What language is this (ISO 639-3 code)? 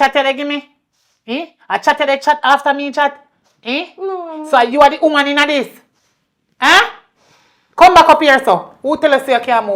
jam